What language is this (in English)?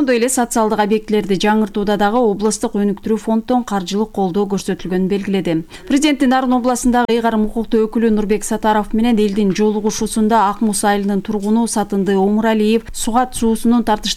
Kyrgyz